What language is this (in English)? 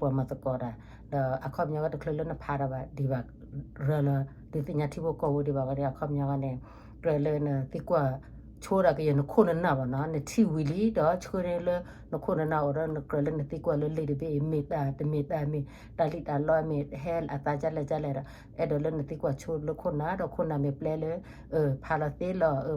S'gaw Karen